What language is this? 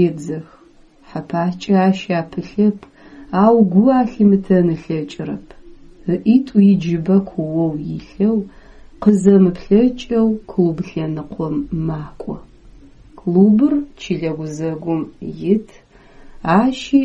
Adyghe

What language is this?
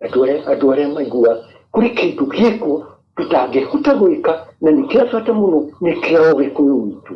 Kikuyu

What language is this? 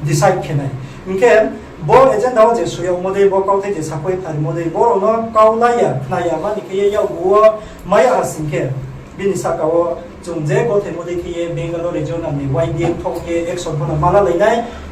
Riang (India)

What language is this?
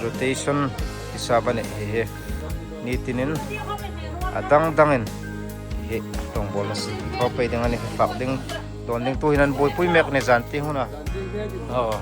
Hmar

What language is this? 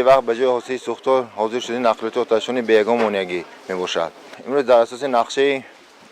Tajik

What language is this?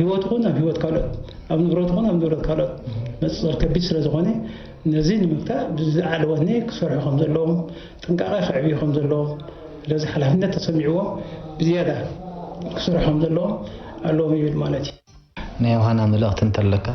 Tigrinya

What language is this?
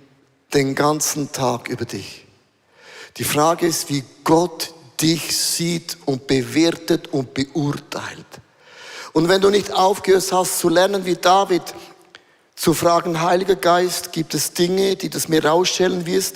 Swiss German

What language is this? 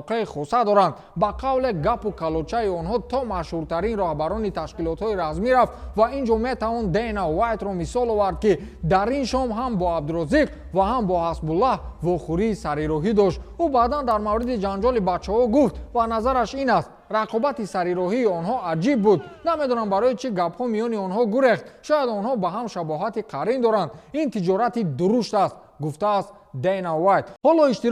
Tajik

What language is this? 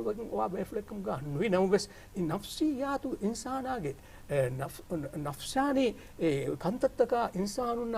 Divehi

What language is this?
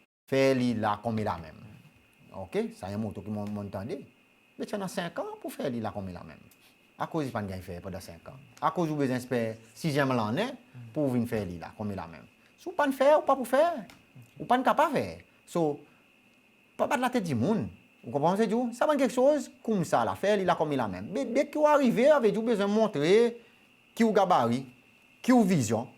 Seselwa Creole French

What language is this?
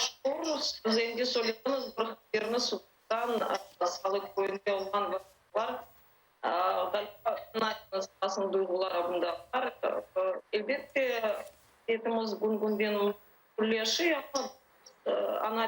Crimean Tatar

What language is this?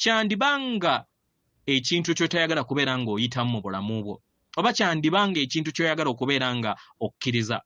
Ganda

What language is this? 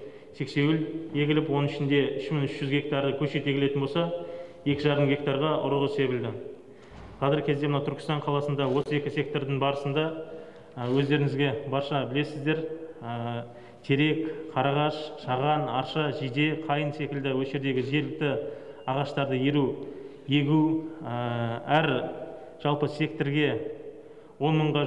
Kazakh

